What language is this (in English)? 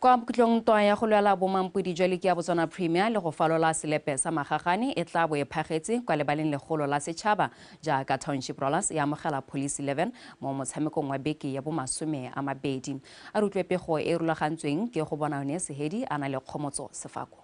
Tswana